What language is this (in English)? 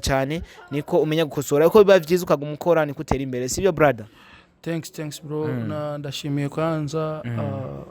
Rundi